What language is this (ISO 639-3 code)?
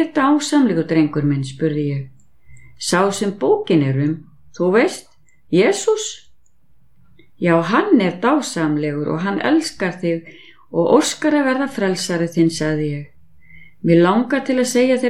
isl